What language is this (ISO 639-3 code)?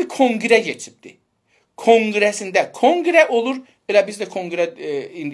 azb